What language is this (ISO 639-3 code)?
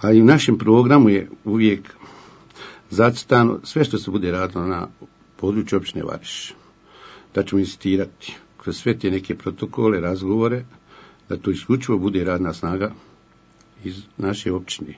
bos